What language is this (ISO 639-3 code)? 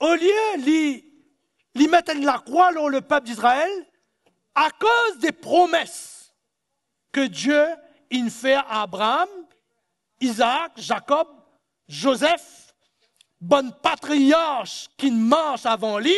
mfe